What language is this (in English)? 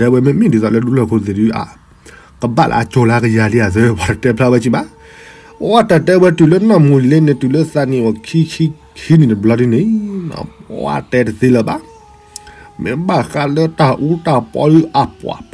S'gaw Karen